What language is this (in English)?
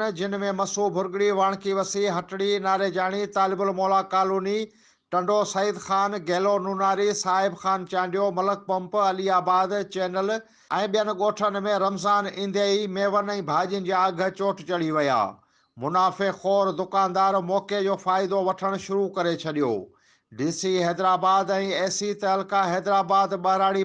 Sindhi